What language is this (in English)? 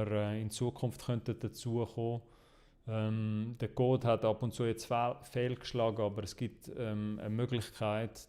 Swiss German